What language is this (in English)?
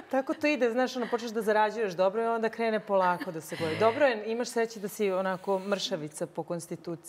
Serbian